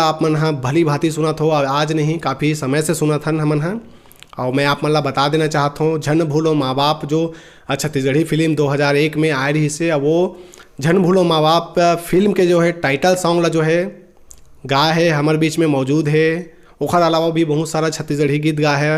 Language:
Chhattisgarhi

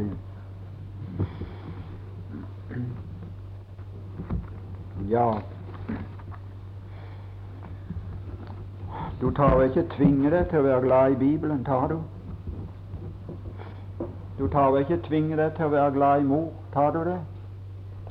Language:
Norwegian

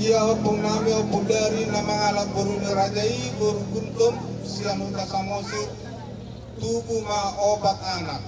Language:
Batak Toba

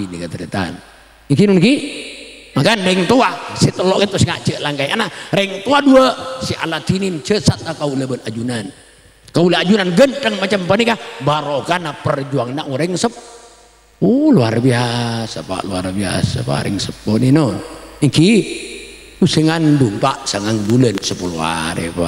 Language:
Madurese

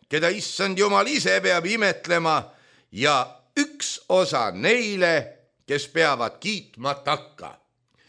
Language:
Estonian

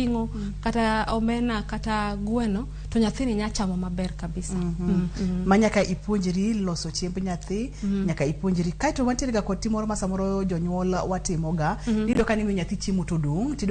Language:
Luo (Kenya and Tanzania)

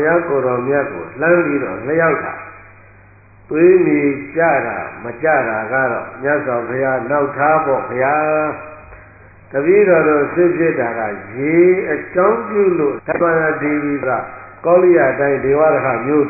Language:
Burmese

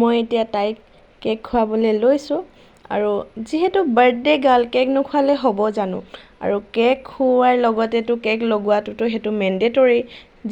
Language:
Assamese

